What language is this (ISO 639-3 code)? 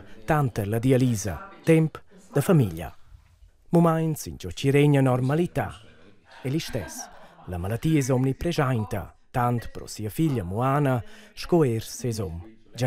roh